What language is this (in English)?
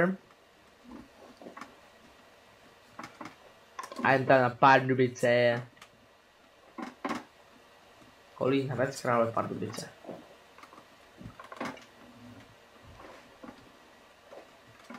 Czech